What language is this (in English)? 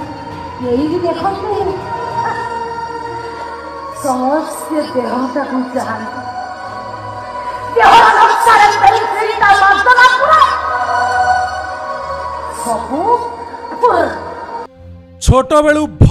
Odia